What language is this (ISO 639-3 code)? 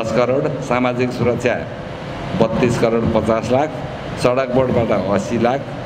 nep